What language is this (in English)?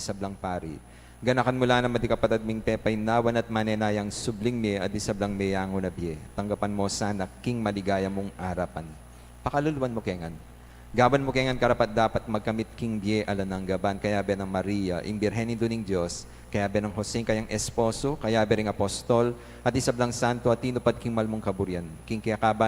Pampanga